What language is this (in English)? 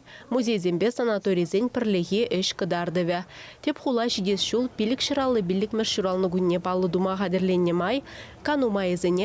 Chuvash